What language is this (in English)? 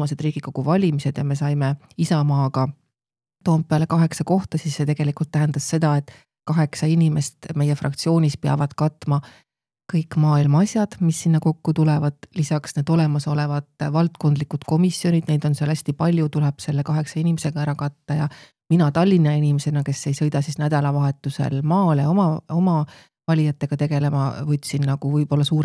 Estonian